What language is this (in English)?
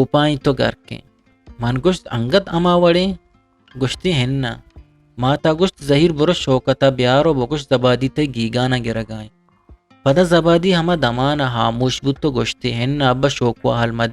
Eastern Balochi